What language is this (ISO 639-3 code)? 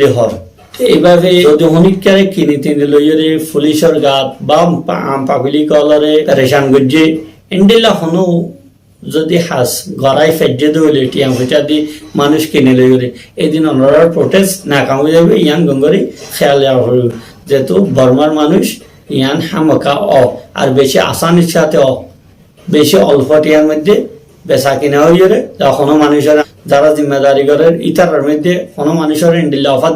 rhg